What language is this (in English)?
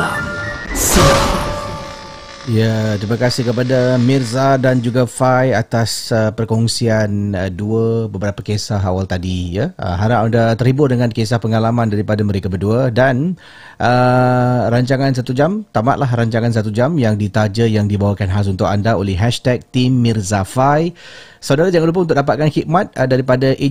Malay